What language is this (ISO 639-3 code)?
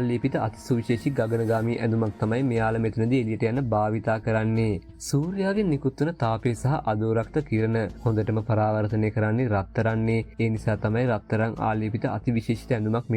sin